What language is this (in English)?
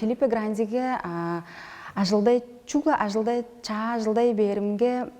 Tuvinian